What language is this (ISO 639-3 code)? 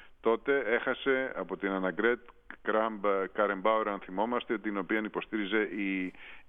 ell